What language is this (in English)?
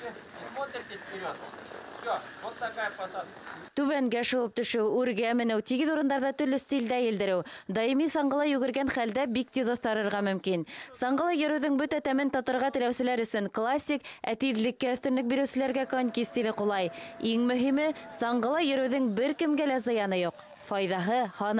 Bashkir